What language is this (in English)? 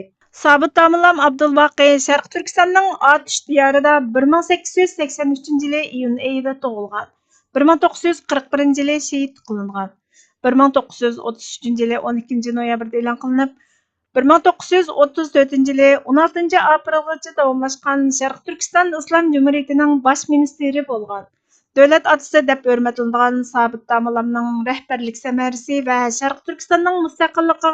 Uyghur